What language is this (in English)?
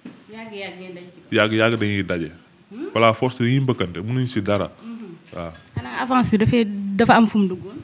Wolof